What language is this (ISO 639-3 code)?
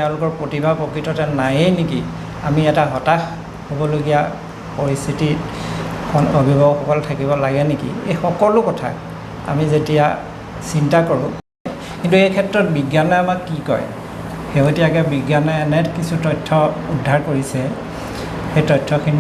asm